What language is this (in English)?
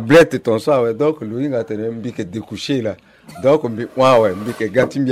Sango